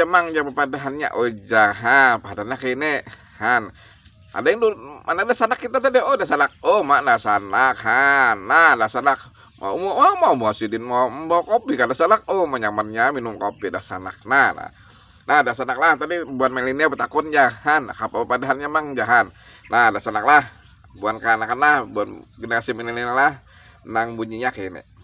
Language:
Banjar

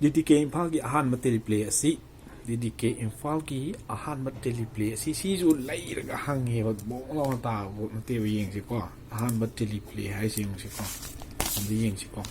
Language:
Manipuri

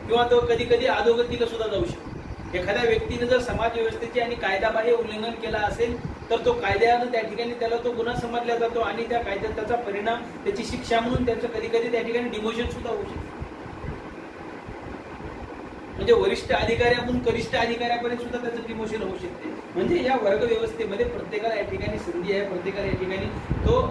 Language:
Marathi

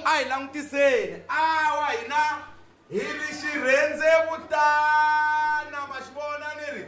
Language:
Tsonga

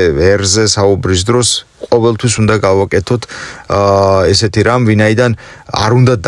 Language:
Georgian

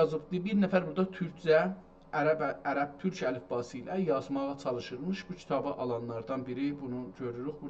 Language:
South Azerbaijani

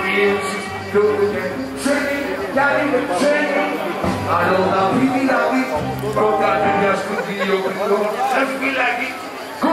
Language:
Greek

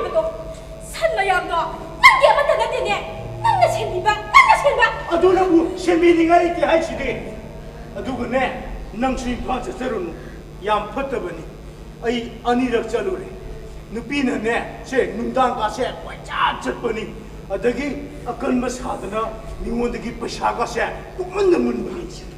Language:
Manipuri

